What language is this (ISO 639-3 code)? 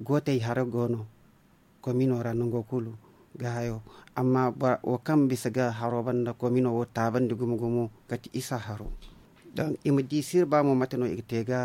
dje